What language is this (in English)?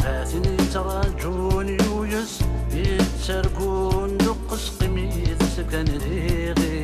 Kabyle